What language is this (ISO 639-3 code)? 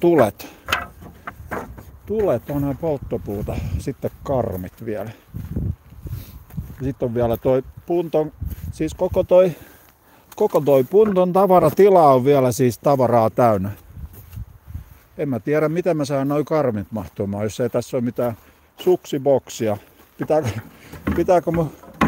fin